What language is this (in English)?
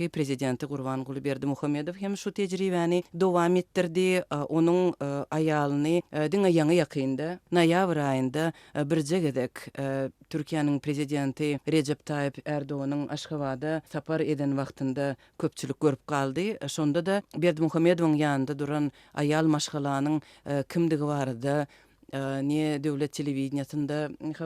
Turkmen